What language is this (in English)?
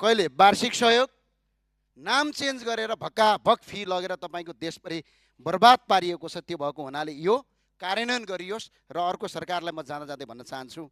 Nepali